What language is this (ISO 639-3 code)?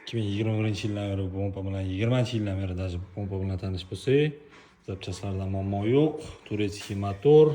uzb